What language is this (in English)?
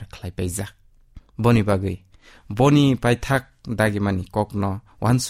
Kok Borok